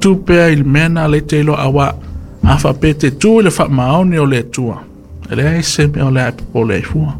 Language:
Samoan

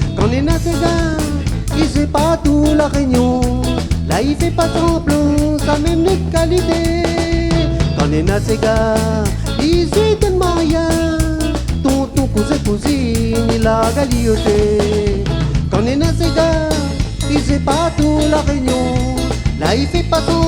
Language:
Réunion Creole French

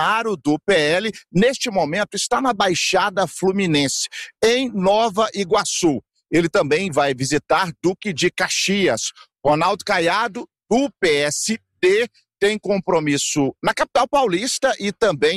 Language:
Portuguese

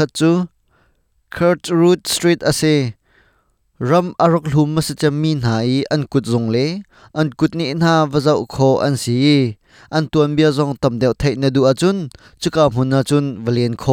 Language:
Hakha Chin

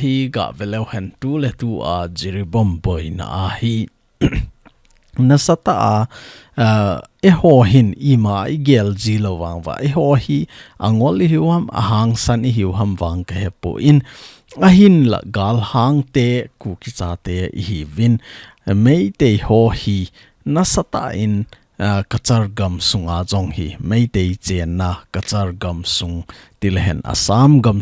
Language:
Thado Chin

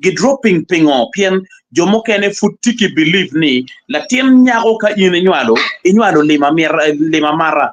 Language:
Acoli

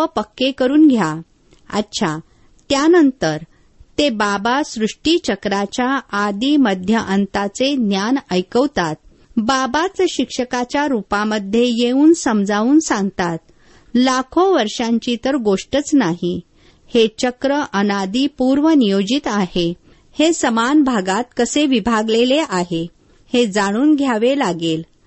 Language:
Marathi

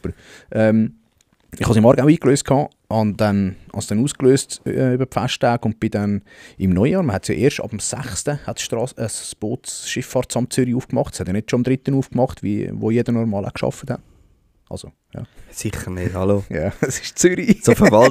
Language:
Swiss German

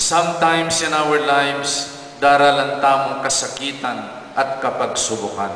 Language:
Pampanga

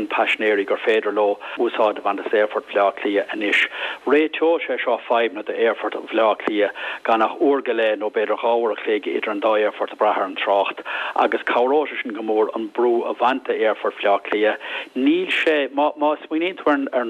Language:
Irish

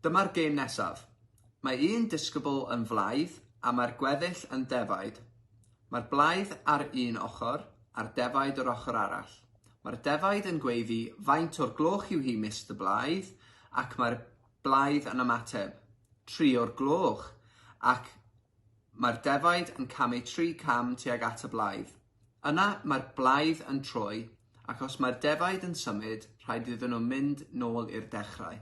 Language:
Welsh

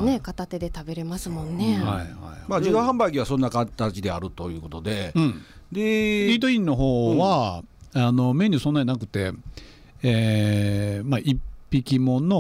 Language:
Japanese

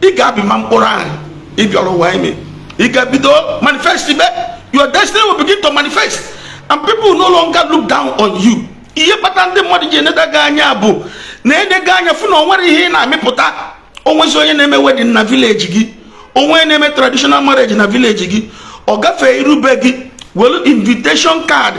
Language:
Igbo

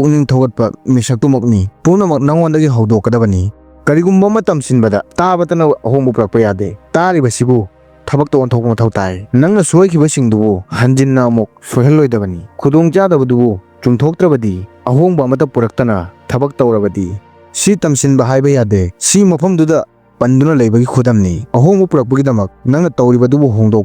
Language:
Manipuri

